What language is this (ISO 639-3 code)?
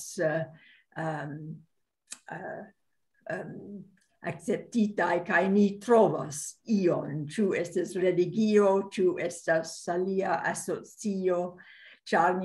epo